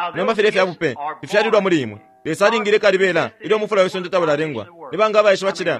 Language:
Bemba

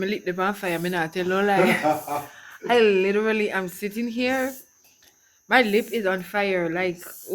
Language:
Jamaican Creole English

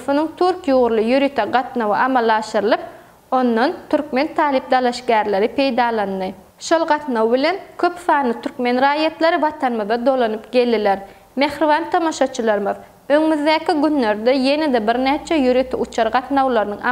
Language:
Turkmen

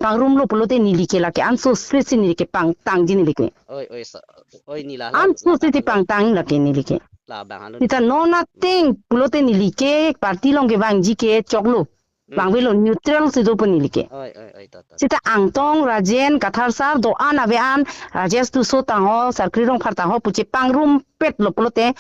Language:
Karbi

